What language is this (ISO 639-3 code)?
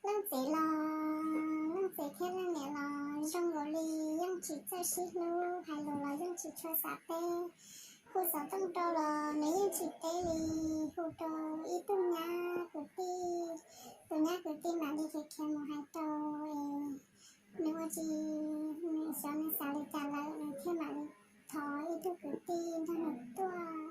hmn